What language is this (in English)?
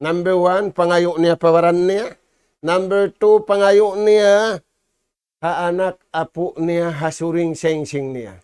Tausug